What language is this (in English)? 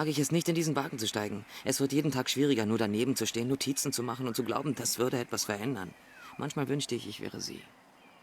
Bavarian